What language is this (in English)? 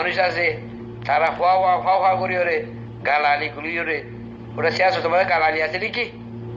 Rohingya